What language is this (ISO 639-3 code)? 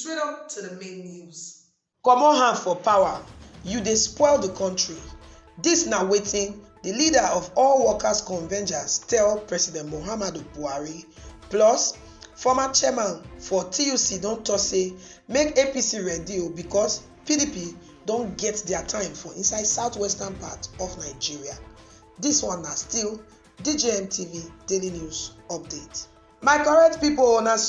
pcm